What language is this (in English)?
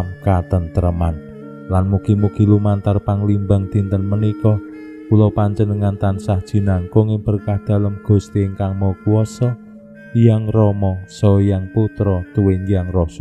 Javanese